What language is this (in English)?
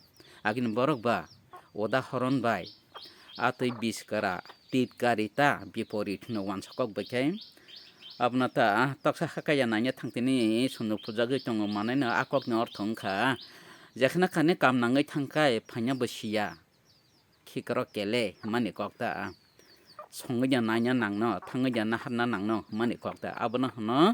Kok Borok